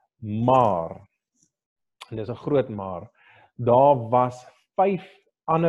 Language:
Afrikaans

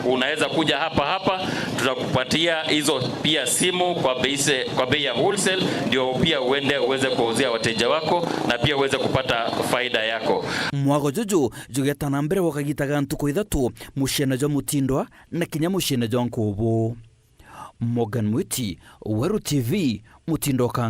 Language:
Meru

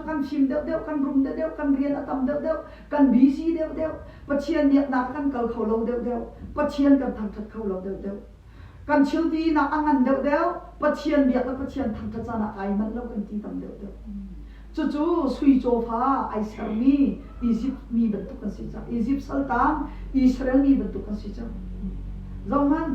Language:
Hakha Chin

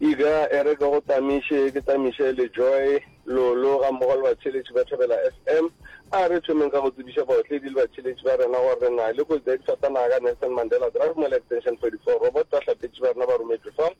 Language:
Northern Sotho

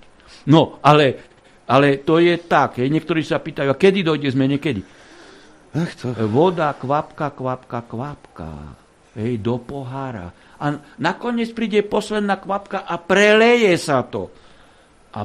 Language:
Slovak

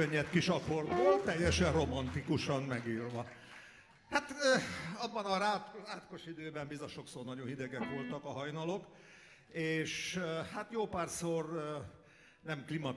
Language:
Hungarian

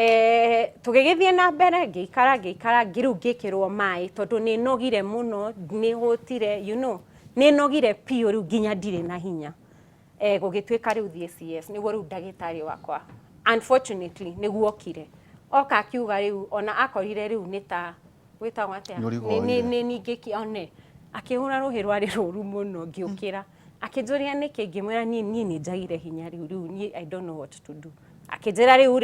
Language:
Kikuyu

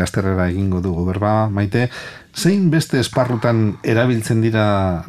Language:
Basque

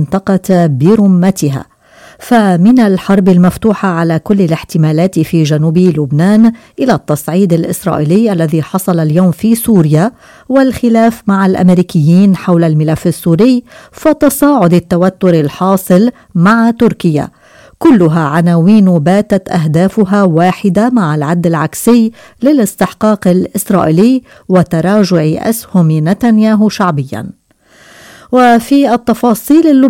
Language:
Arabic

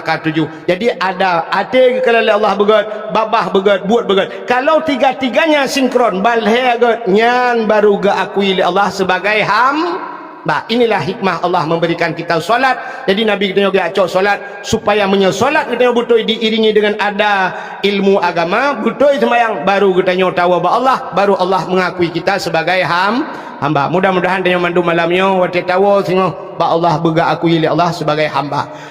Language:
Achinese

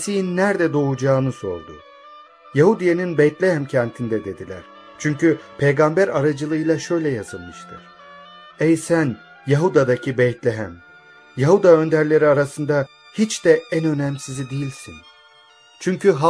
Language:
Turkish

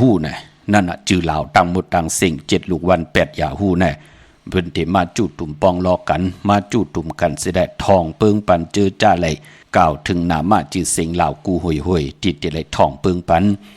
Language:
Shan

